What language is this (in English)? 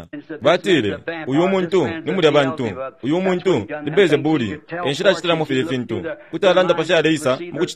Bemba